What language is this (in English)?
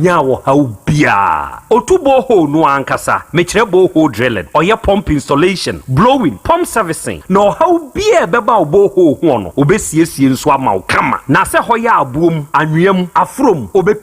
Akan